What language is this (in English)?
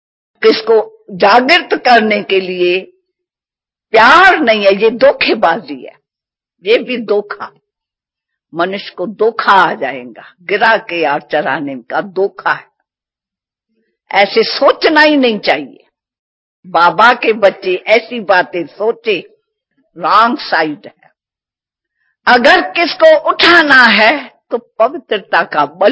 Hindi